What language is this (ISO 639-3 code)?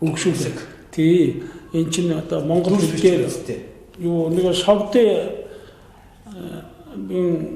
mon